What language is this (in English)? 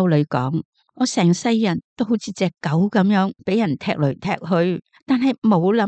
Cantonese